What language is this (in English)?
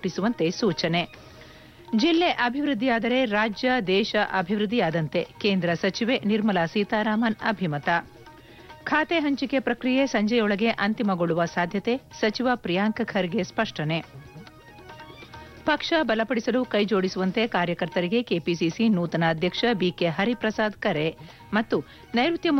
Kannada